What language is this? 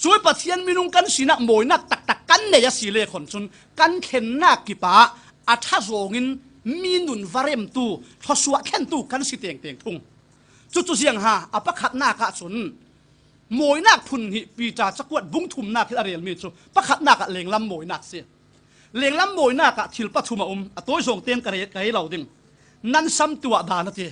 Falam Chin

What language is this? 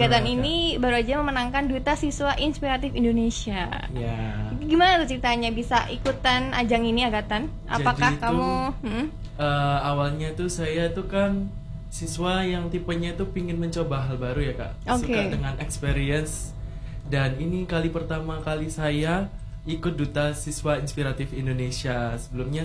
Indonesian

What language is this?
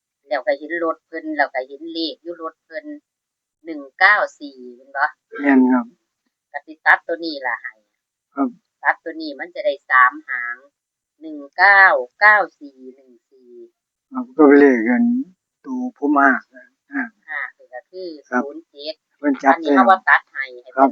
Northeastern Thai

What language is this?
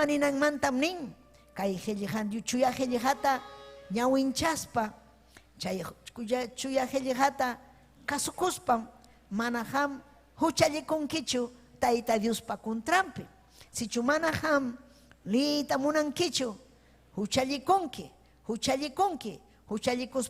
Ayacucho Quechua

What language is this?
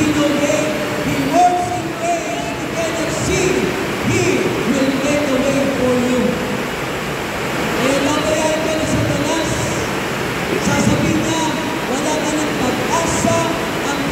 Filipino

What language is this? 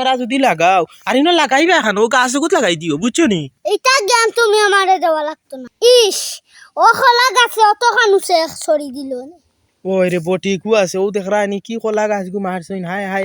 Sylheti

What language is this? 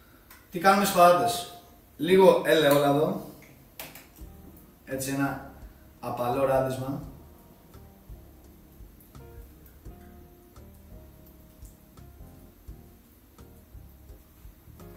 Greek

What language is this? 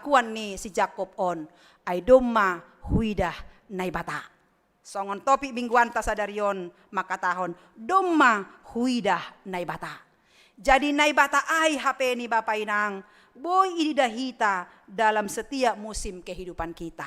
Batak Simalungun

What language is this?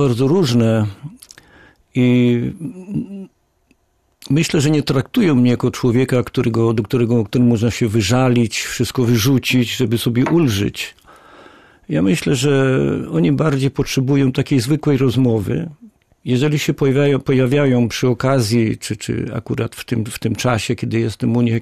Polish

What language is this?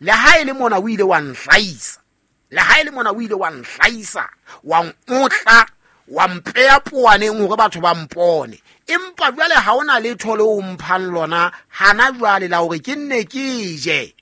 Southern Sotho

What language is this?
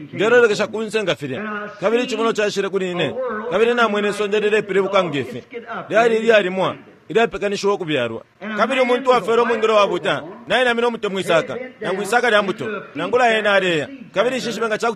Bemba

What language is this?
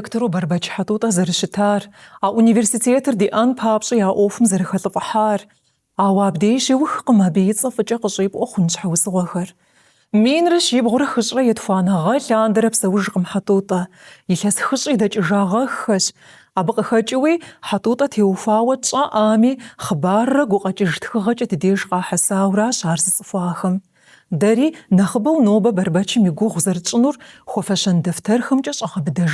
Kabardian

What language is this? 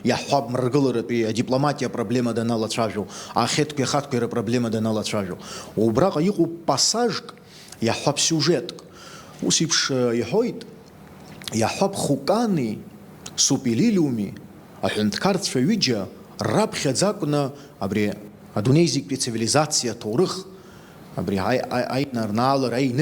Abkhazian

